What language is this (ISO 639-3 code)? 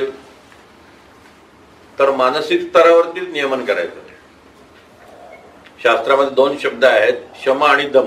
mar